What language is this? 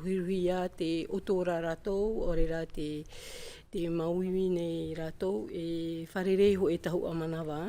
Tahitian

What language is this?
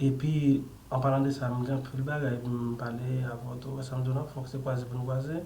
Haitian Creole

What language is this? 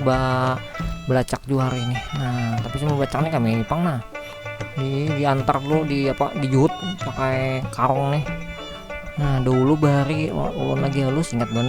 Banjar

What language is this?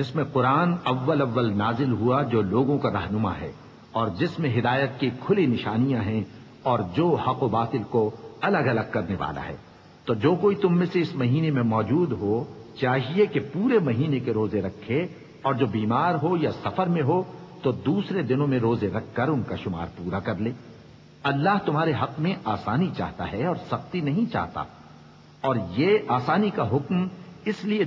Urdu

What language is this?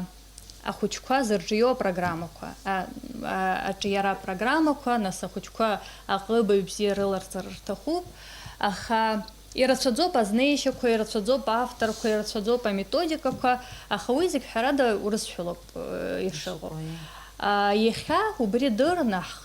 Abkhazian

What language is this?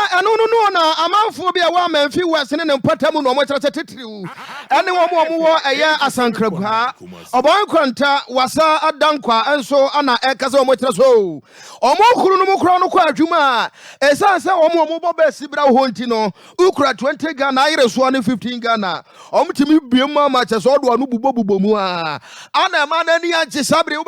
Akan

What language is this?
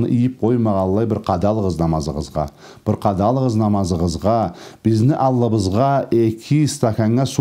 Karachay-Balkar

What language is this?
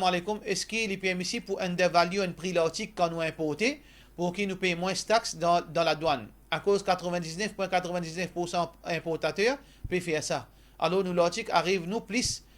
Morisyen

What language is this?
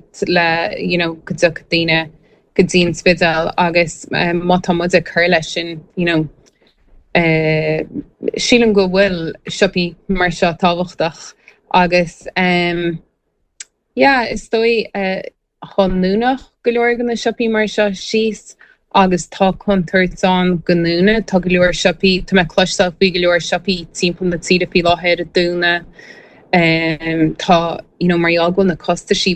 Irish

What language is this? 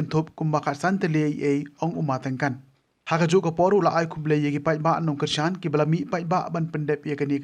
Khasi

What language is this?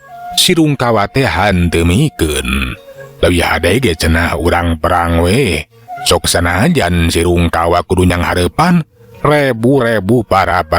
Sundanese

